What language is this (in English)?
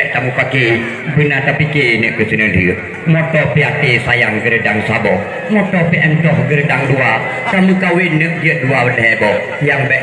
Achinese